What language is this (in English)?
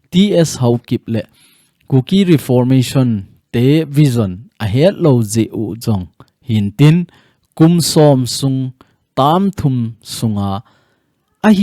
Thado Chin